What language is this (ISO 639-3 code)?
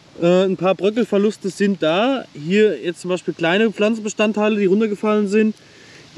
deu